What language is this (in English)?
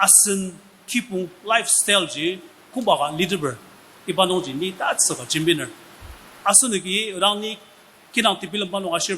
Ao Naga